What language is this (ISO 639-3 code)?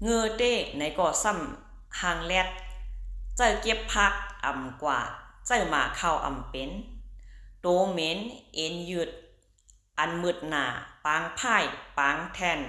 shn